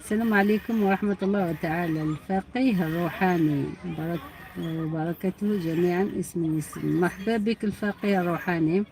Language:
Algerian Arabic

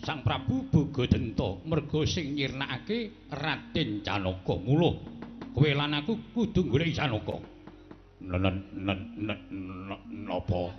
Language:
Javanese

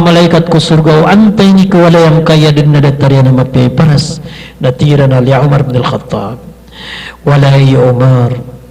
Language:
Maranao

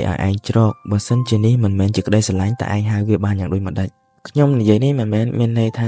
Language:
Khmer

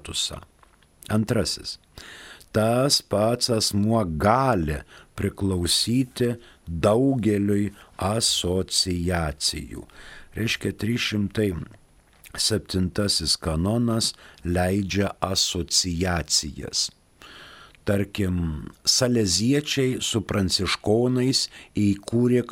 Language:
Lithuanian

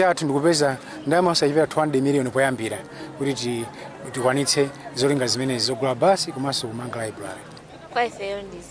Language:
Nyanja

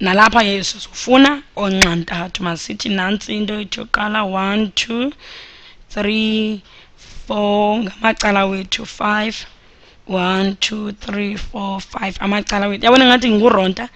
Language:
Xhosa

